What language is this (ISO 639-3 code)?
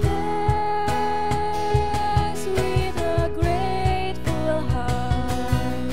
bts